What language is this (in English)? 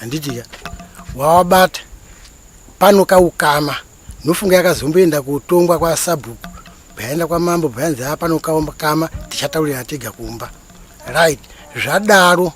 Shona